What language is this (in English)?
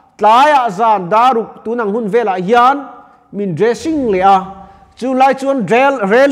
Mizo